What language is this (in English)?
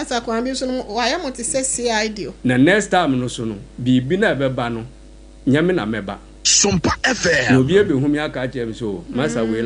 Akan